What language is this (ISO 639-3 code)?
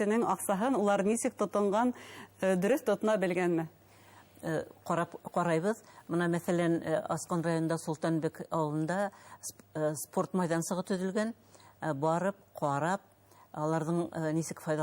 bak